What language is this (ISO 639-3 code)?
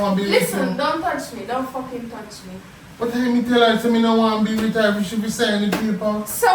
jam